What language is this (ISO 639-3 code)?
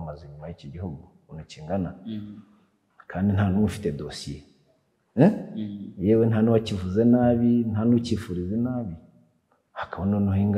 kin